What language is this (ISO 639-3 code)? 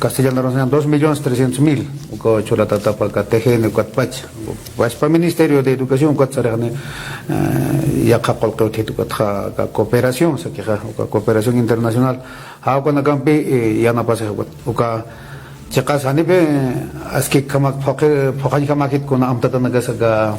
aym